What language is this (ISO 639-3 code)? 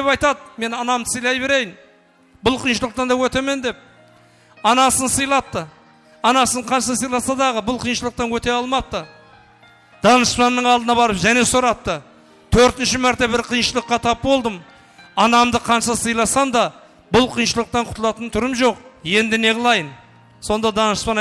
kaa